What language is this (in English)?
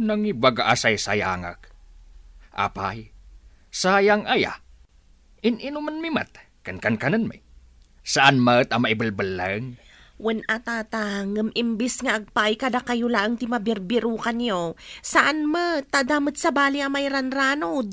Iloko